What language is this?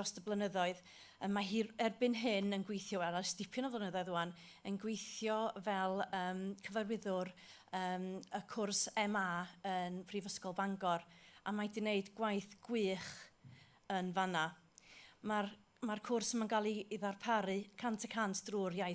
Welsh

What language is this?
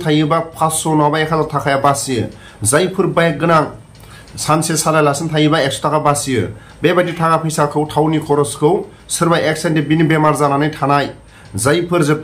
Bodo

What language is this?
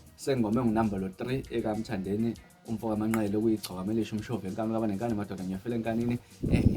Zulu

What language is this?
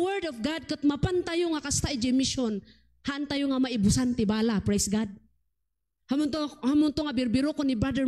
Iloko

